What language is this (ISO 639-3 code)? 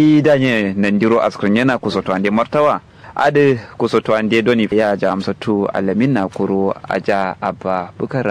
kau